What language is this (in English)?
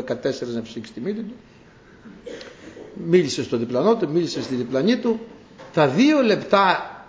Greek